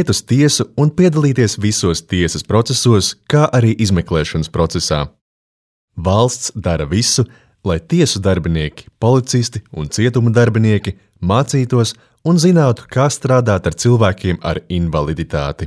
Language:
Latvian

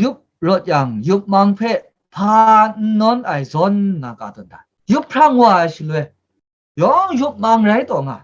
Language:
Kachin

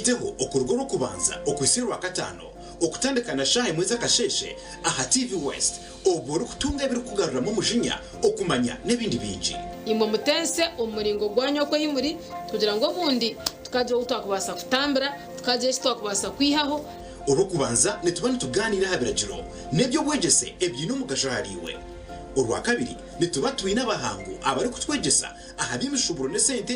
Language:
Nyankole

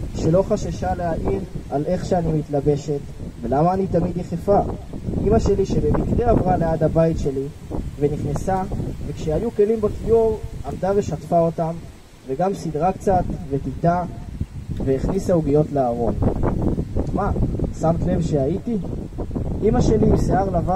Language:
Hebrew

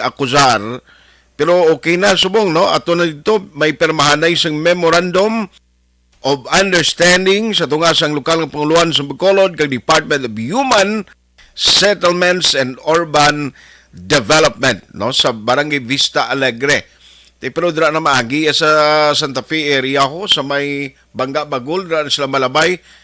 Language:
Hiligaynon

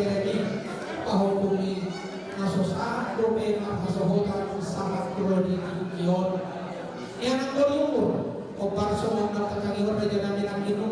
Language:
Batak Toba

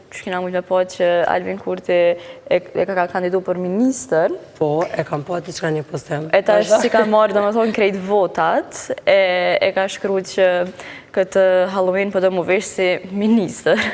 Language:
Albanian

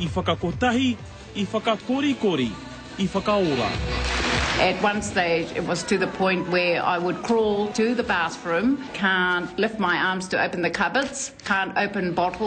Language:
Māori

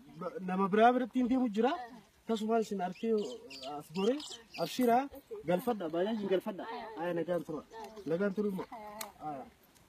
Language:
Oromo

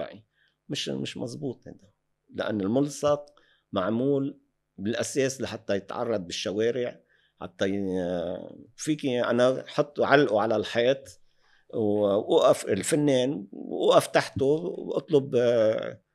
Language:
North Levantine Arabic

